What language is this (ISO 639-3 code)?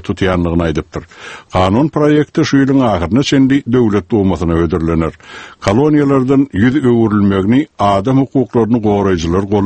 tuk